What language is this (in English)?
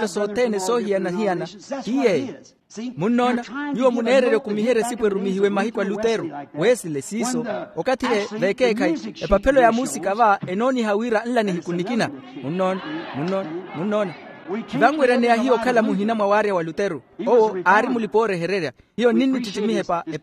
Makhuwa